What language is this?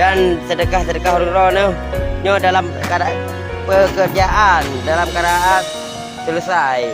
Achinese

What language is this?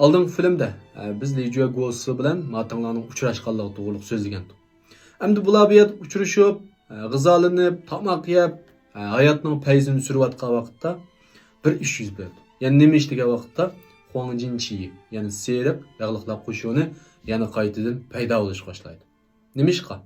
Uyghur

